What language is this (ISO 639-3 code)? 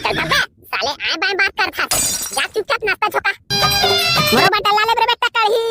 hne